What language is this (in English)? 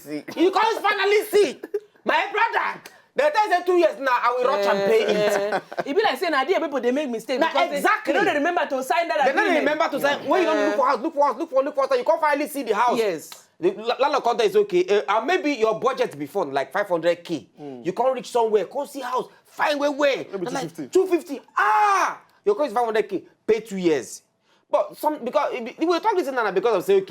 Nigerian Pidgin